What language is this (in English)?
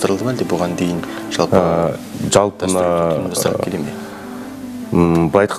Kazakh